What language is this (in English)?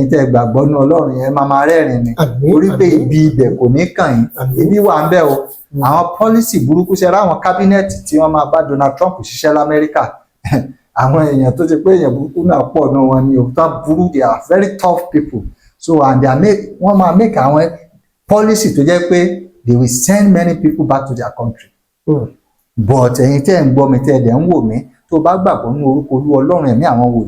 Yoruba